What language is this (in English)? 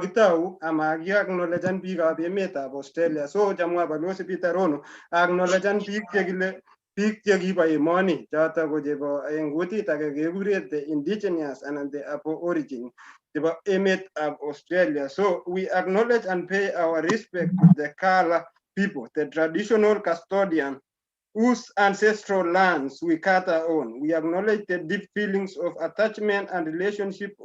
Kalenjin